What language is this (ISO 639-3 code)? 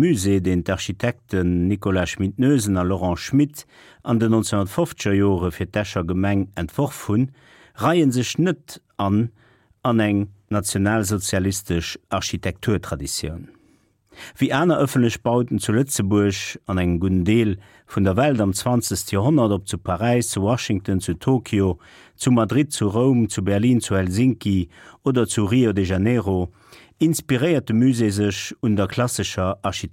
ltz